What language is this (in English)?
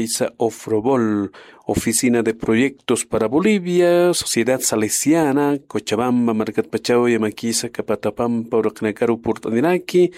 Aymara